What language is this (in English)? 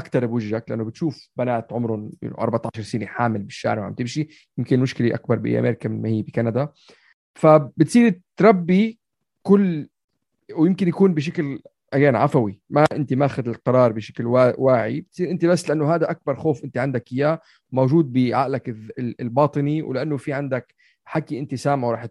North Levantine Arabic